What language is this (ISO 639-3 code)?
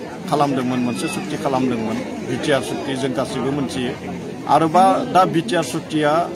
brx